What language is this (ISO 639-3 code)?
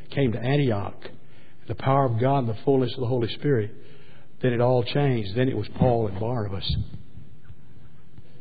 eng